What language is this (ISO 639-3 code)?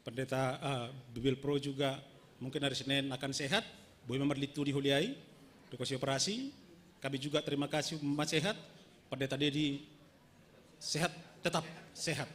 bts